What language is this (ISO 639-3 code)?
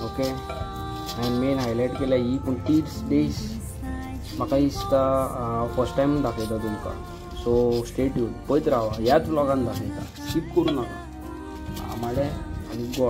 kok